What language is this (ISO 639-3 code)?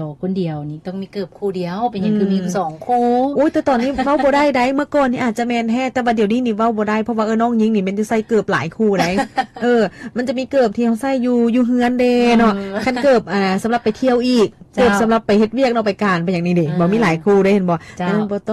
lao